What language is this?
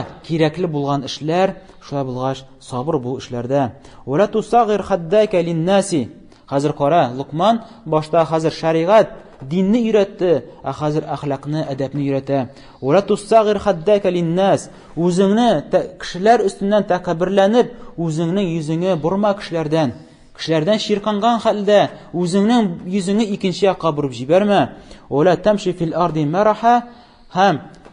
Tatar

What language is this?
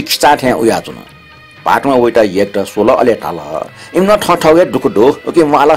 Newari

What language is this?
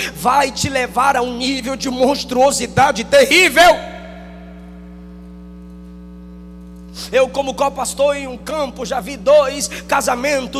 Portuguese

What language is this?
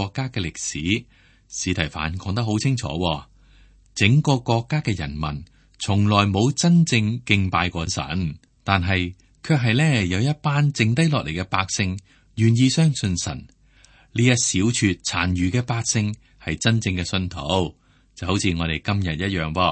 Cantonese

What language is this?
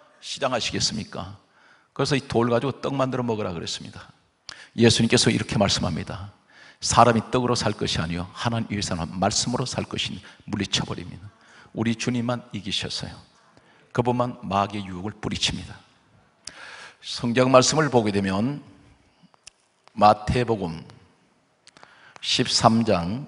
Korean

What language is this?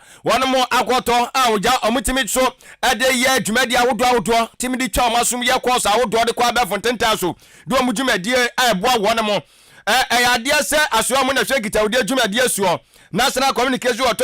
Akan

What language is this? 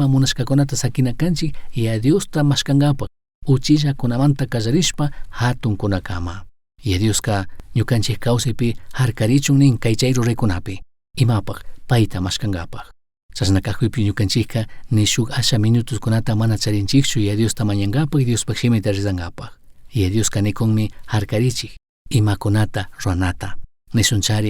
Chimborazo Highland Quichua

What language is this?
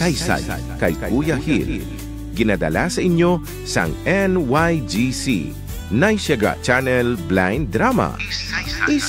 Hiligaynon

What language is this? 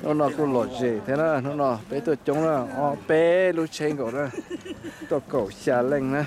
Hmong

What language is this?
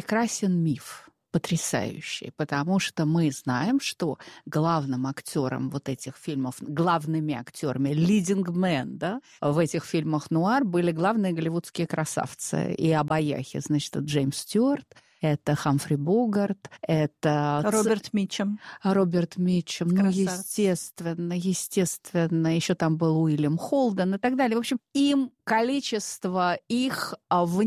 Russian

